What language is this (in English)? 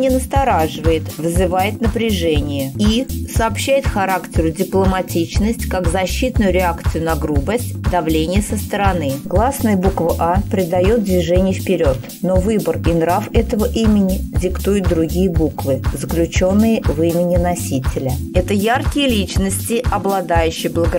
Russian